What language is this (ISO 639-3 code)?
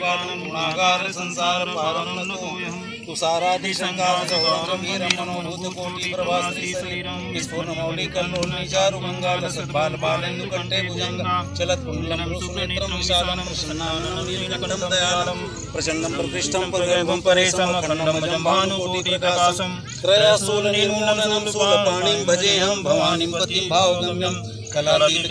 san